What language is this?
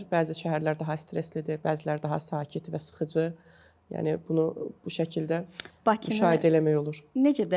Azerbaijani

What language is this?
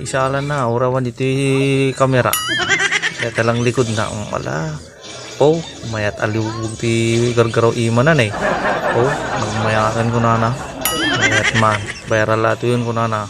Iloko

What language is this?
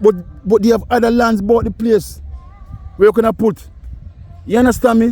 Jamaican Creole English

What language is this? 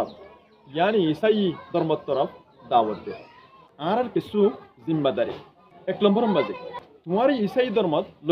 Rohingya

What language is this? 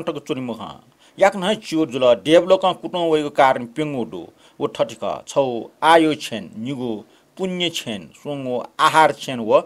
Newari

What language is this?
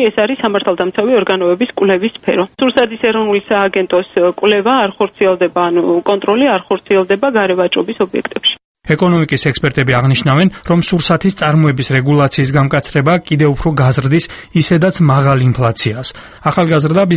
Georgian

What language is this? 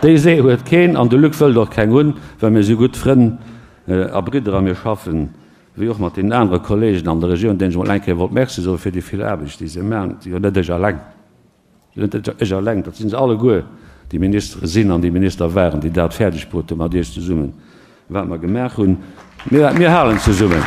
Luxembourgish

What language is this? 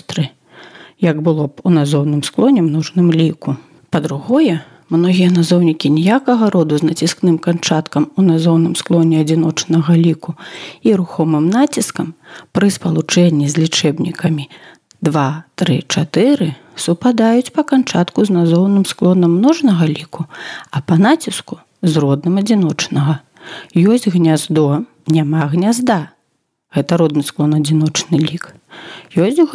Belarusian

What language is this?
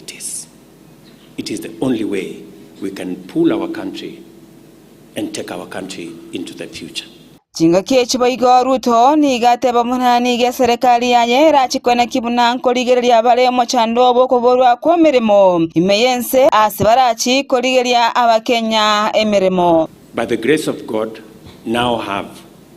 Gusii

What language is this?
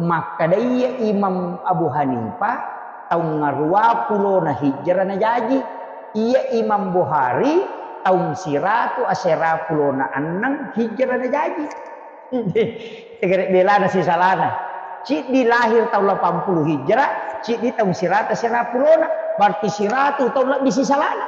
Buginese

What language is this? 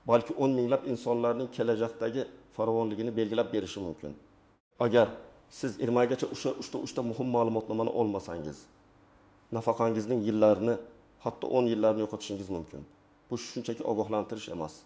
Uzbek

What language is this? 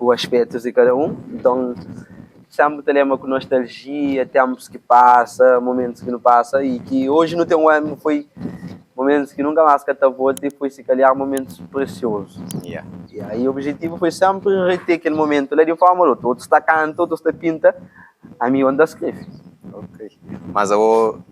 Kabuverdianu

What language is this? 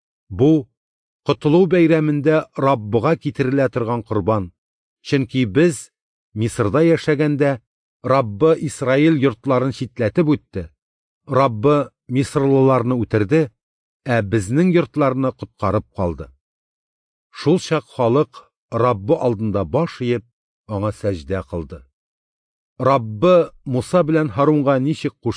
Tatar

